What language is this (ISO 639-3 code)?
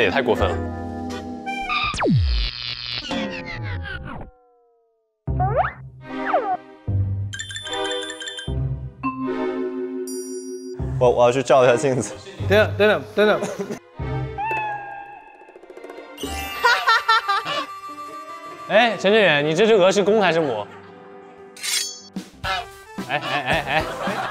zho